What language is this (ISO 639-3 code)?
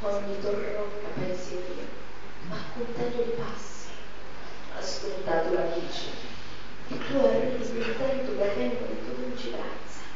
scn